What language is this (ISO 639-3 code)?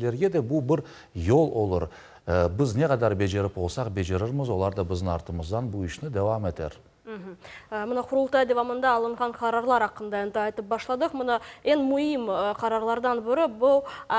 crh